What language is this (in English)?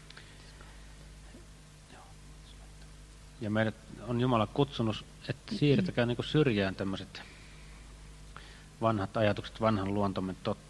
Finnish